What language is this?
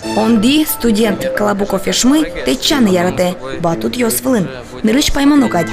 Udmurt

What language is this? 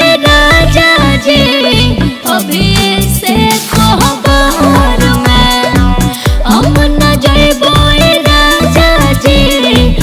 Magahi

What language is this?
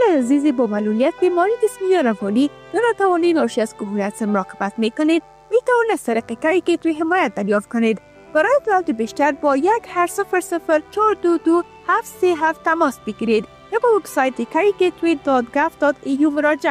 Persian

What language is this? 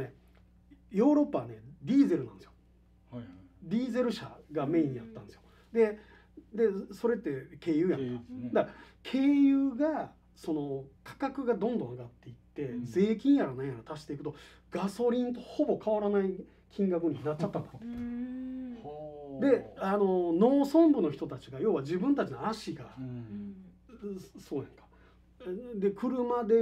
Japanese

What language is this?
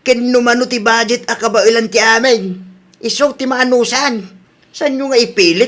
Iloko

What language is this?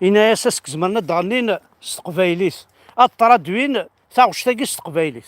Kabyle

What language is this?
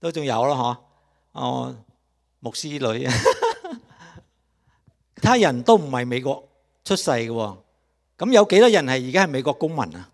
Cantonese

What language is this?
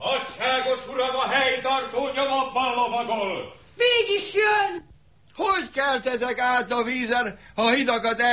Hungarian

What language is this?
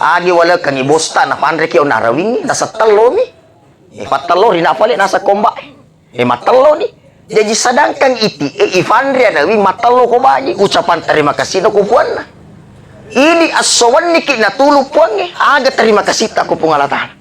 Buginese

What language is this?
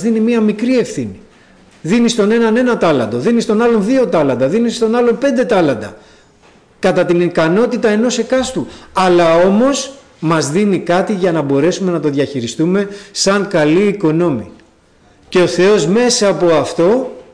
Greek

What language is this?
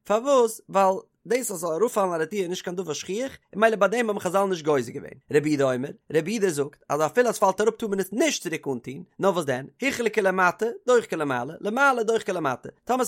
Yiddish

